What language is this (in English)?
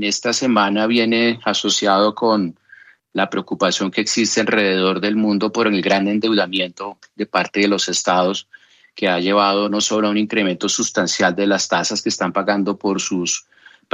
Spanish